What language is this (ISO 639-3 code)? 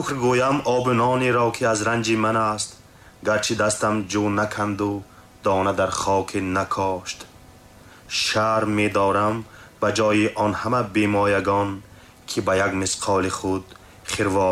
tgk